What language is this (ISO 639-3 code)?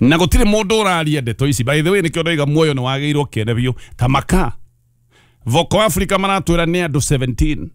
kik